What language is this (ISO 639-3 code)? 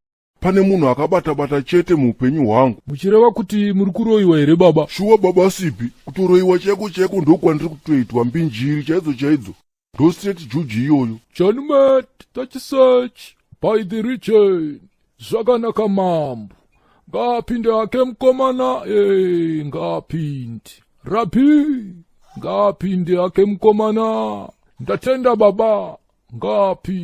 sna